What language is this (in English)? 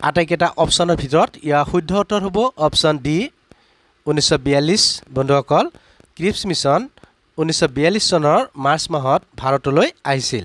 Assamese